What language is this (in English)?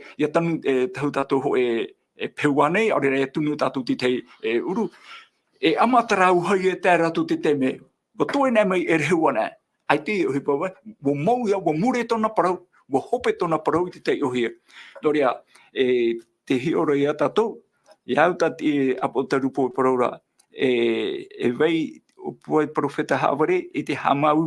Tahitian